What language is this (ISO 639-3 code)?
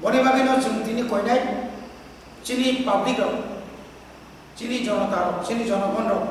trp